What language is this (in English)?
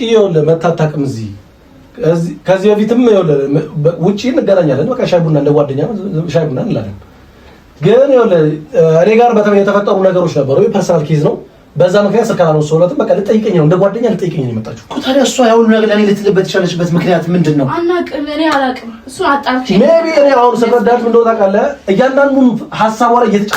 Amharic